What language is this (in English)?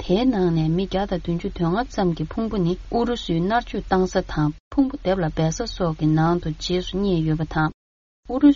Tibetan